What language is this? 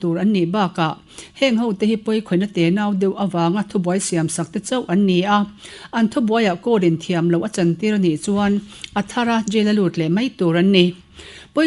Mizo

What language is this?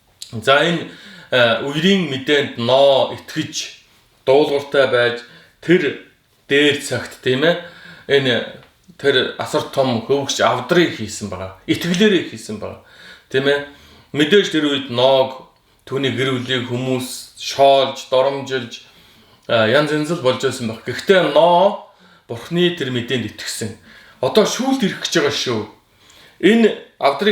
Mongolian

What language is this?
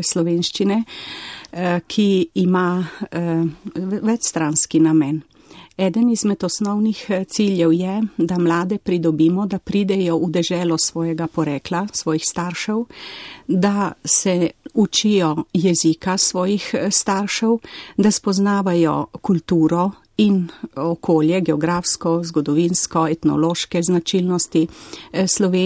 Slovenian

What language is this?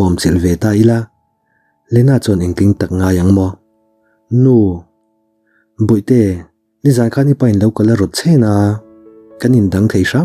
Mizo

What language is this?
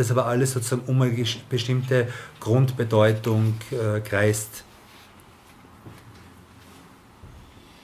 German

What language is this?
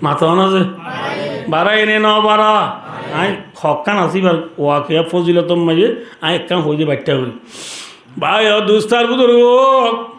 Rohingya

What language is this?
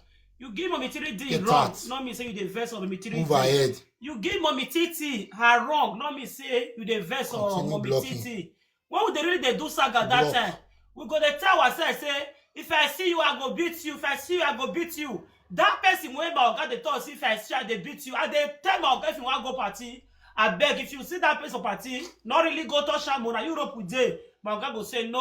Nigerian Pidgin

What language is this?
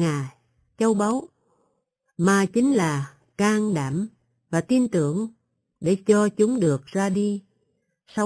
Vietnamese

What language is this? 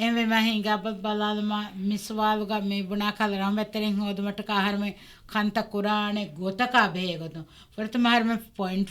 Divehi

